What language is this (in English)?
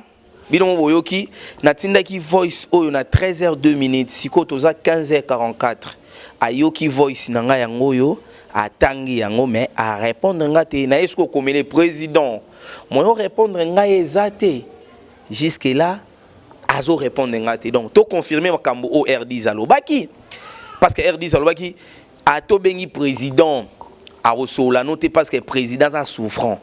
Lingala